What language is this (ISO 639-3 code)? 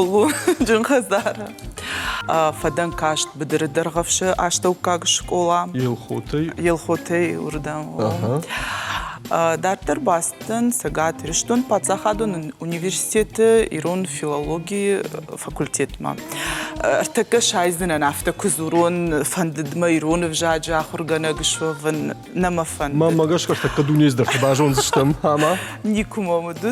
oss